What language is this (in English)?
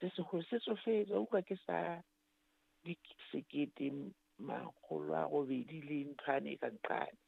Southern Sotho